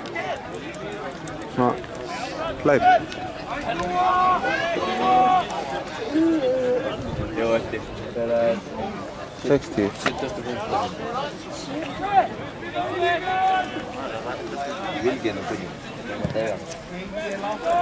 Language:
Icelandic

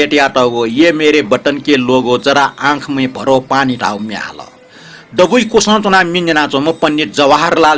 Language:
Newari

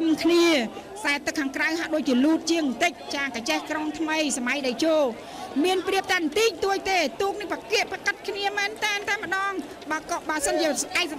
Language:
Khmer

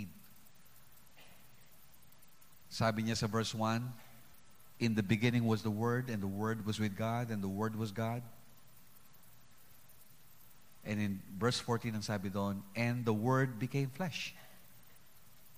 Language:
Filipino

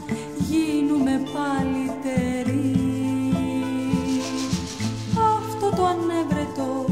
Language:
Greek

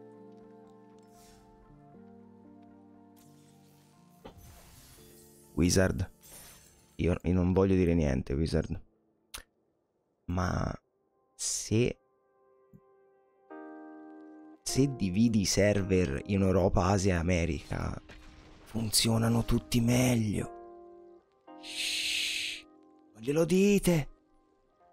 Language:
Italian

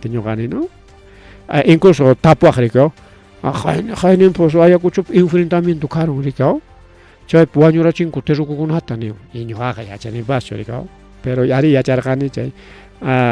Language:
Ayacucho Quechua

